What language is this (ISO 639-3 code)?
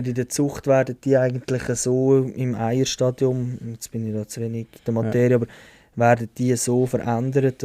gsw